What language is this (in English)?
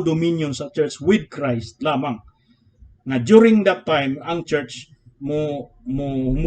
Cebuano